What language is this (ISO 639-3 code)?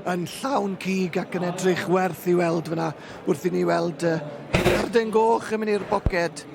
cym